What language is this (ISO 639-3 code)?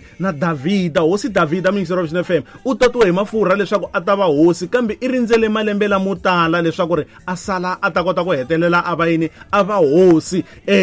tso